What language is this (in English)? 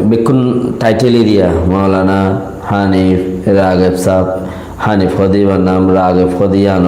Rohingya